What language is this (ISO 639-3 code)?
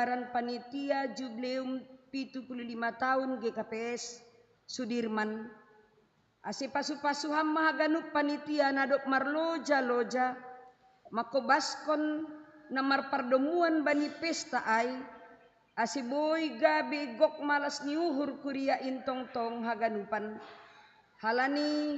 bts